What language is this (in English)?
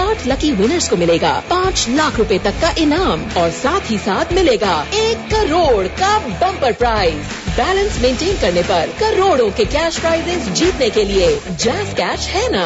Urdu